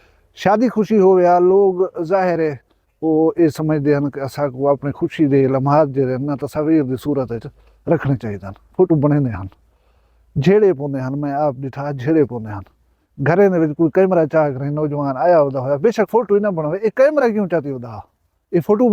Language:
Saraiki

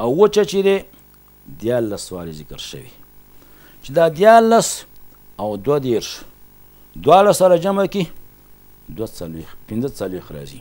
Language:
Pashto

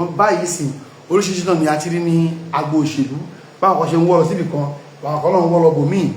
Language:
Yoruba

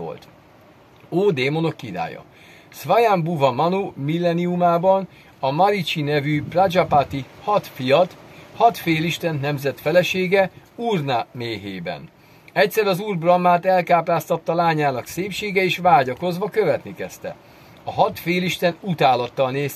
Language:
Hungarian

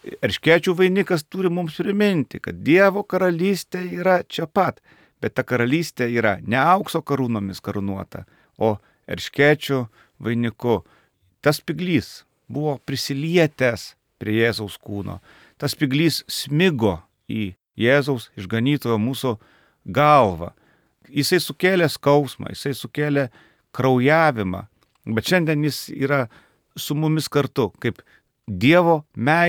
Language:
Lithuanian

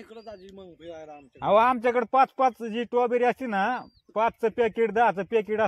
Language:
Marathi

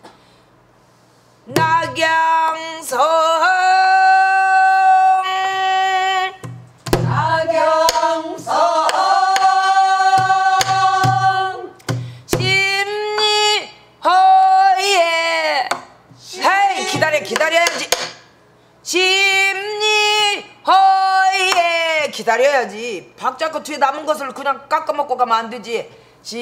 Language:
Korean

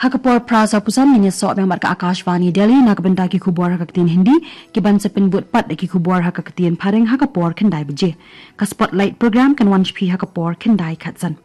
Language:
Khasi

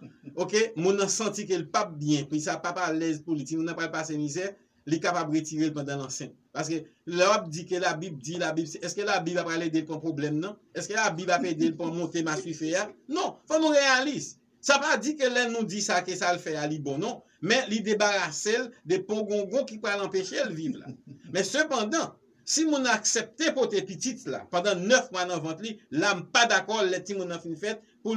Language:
Haitian Creole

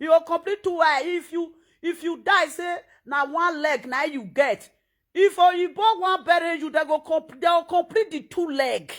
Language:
Nigerian Pidgin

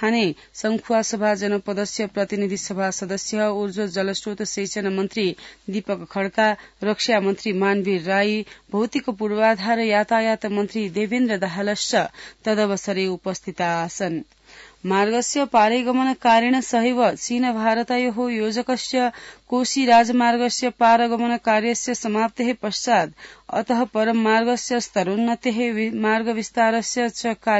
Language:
Sanskrit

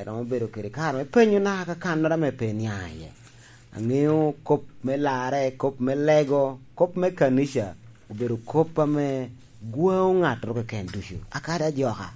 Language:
Lango (Uganda)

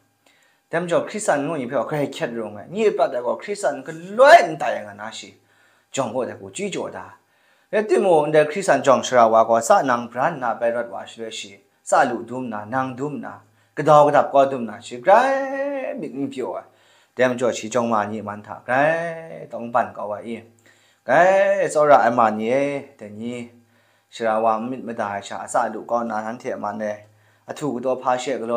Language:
Kachin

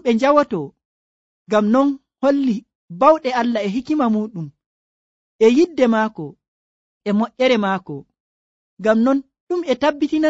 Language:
Nigerian Fulfulde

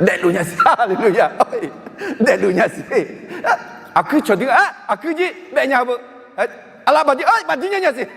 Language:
Akha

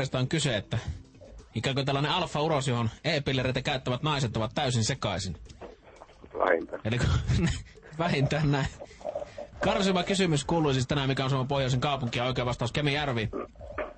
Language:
Finnish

